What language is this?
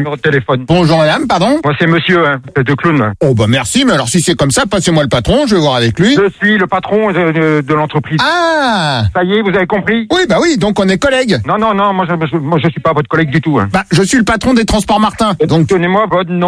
French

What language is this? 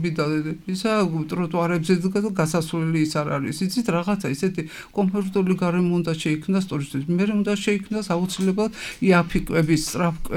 Georgian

